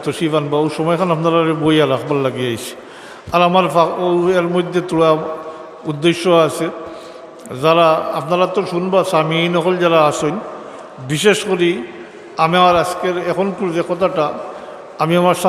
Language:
Sylheti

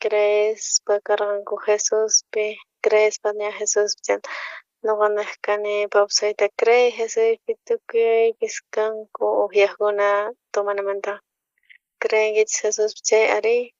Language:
South Bolivian Quechua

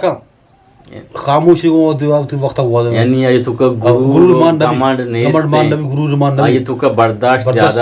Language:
Eastern Balochi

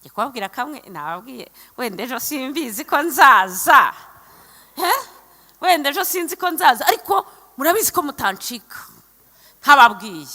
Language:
Kinyarwanda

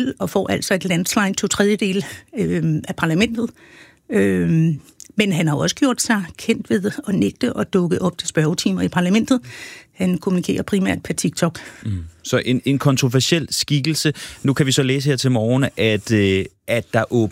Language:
Danish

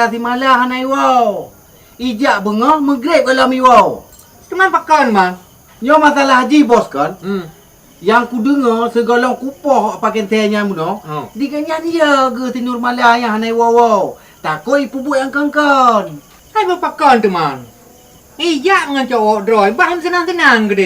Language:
Achinese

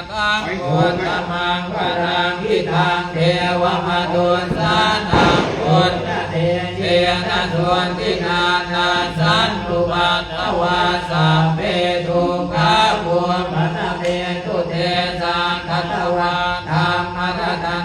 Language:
Pali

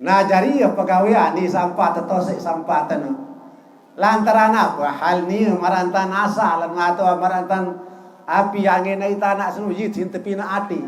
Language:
Sasak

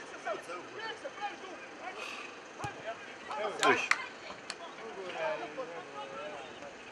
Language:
Croatian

